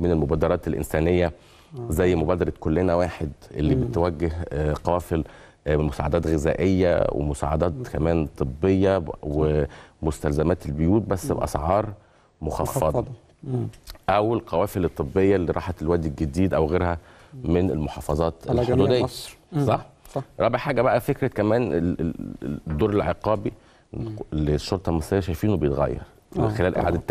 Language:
Egyptian Arabic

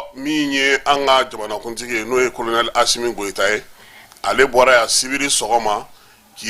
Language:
Bambara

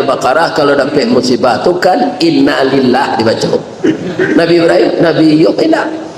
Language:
Minangkabau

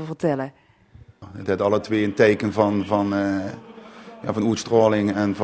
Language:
Limburgish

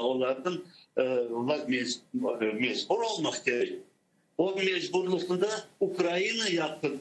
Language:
Crimean Tatar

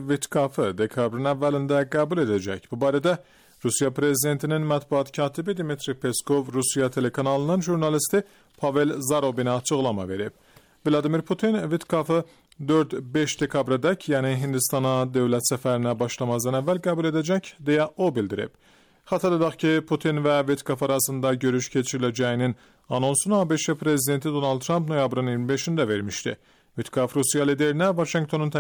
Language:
Azerbaijani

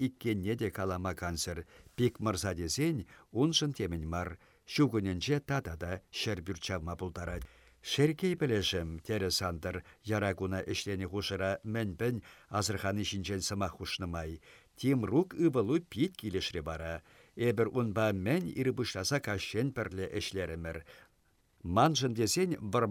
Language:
Chuvash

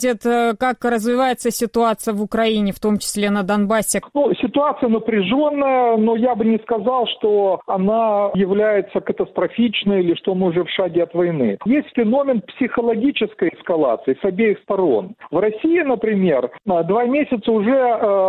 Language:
Russian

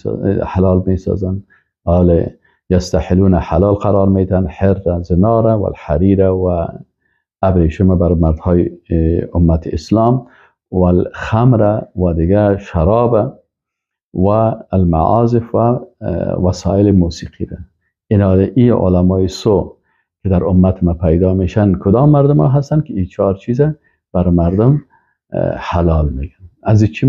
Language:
Persian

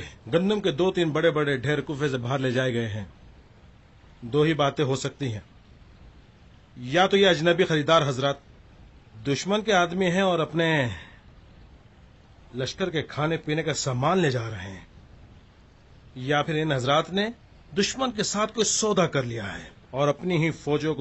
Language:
Urdu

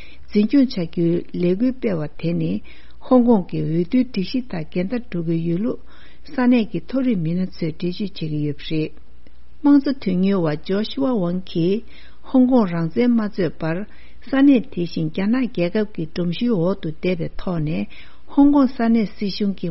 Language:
Tibetan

